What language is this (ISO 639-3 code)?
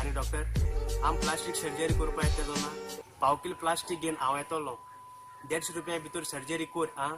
kok